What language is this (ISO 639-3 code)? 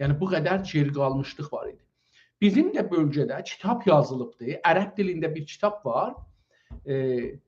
azb